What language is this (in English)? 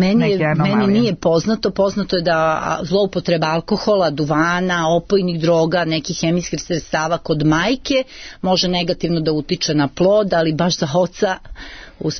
Serbian